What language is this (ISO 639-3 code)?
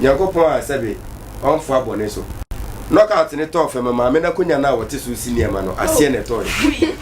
aka